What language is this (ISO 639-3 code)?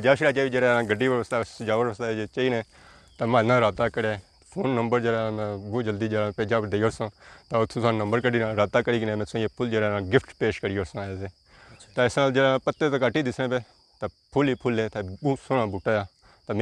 phr